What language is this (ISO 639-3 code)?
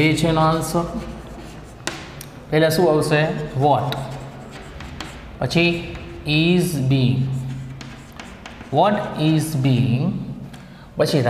guj